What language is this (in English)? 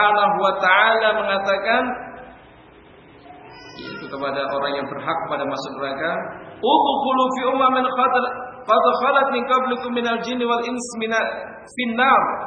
Indonesian